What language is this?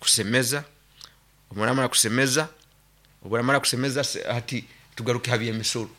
Nyoro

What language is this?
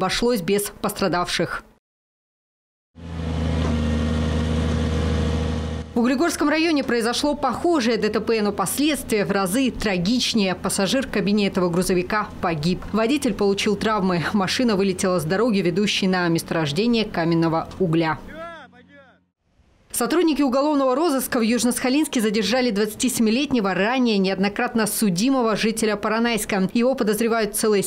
Russian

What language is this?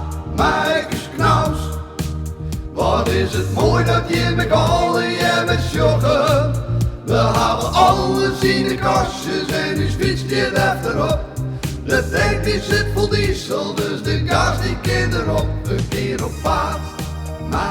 Western Frisian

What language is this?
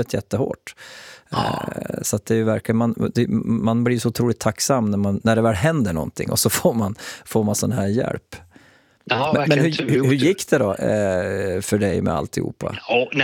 Swedish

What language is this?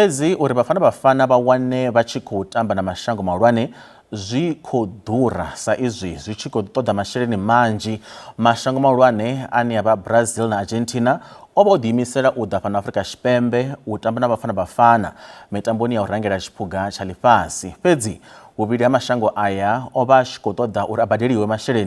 Venda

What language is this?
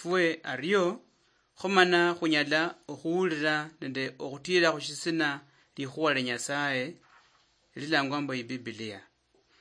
Luyia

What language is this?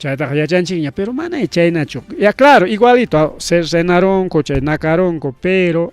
Ayacucho Quechua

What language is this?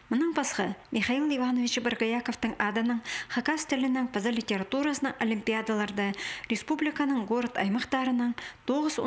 Khakas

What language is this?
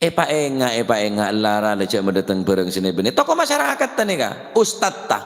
Madurese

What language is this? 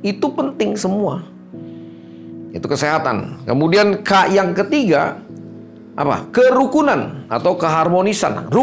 Indonesian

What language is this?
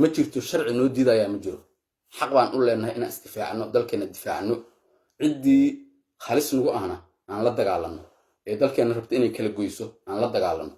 Somali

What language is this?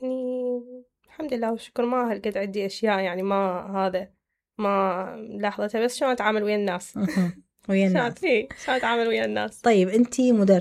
Mesopotamian Arabic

